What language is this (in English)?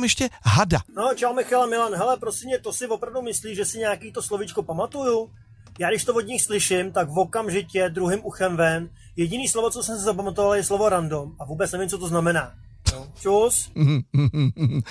Czech